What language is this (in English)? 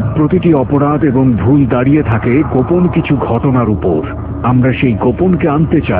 Bangla